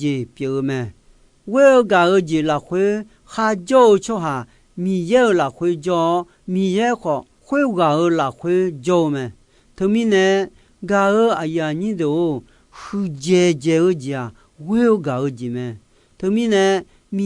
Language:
Akha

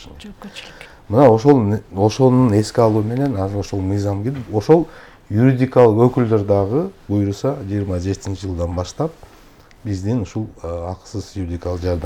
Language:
Kyrgyz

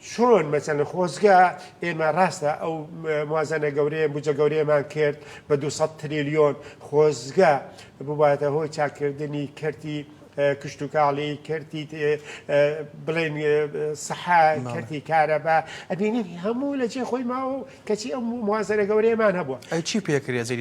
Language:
Central Kurdish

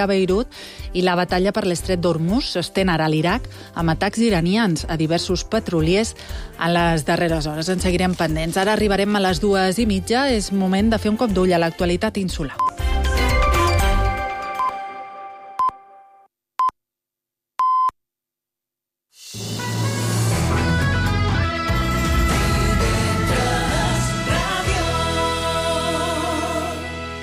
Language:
Catalan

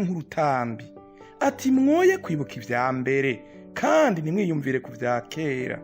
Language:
Rundi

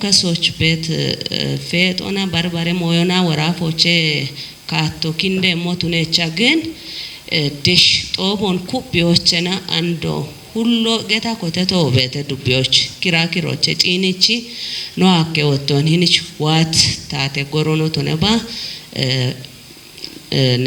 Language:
Kafa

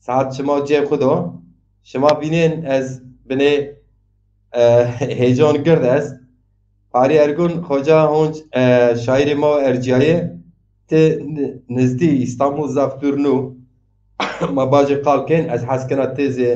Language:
Zaza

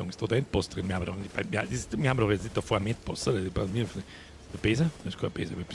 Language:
Bavarian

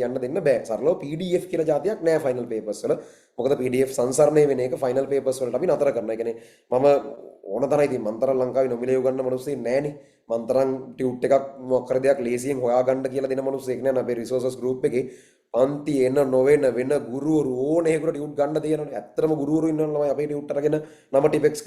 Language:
Sinhala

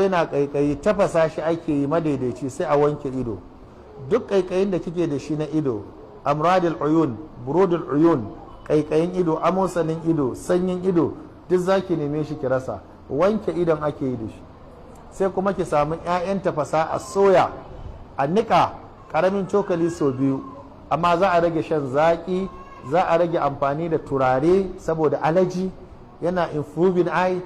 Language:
Hausa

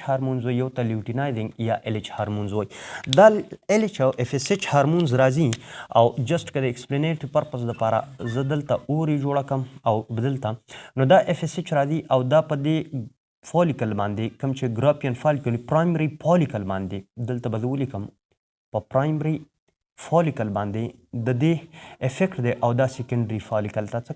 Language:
Pashto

